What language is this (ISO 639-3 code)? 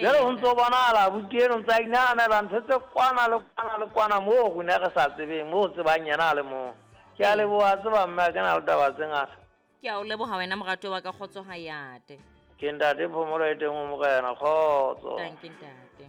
sot